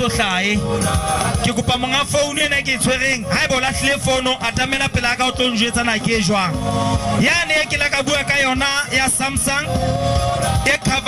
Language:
Southern Sotho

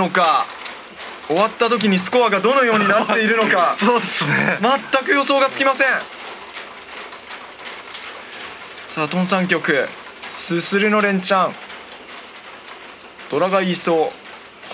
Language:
Japanese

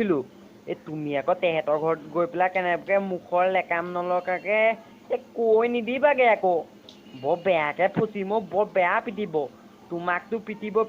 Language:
Assamese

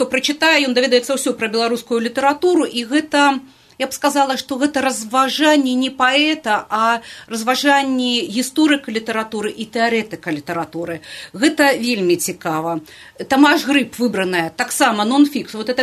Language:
Belarusian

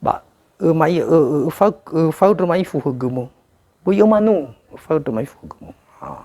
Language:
Nias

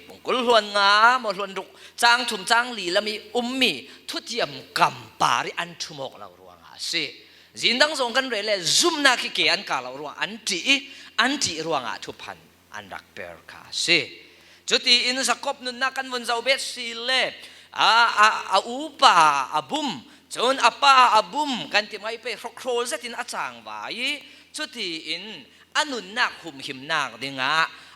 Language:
Falam Chin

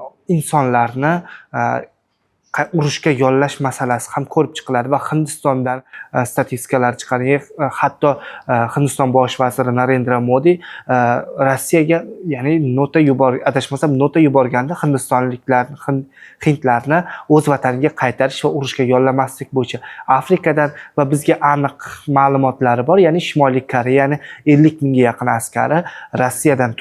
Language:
Uzbek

